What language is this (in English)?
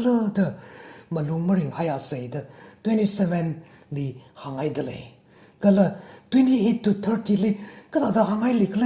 Tangkhul Naga (India)